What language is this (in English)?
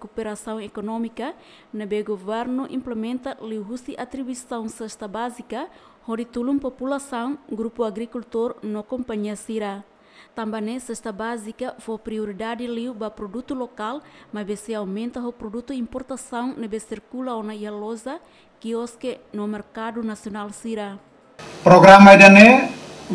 Tetum